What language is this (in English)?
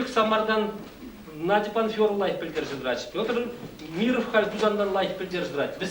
Chuvash